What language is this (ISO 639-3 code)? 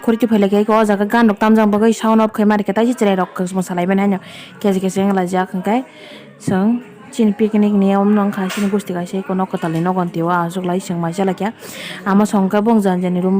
trp